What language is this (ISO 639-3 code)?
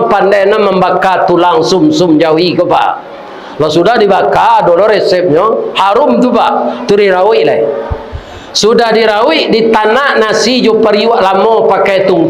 min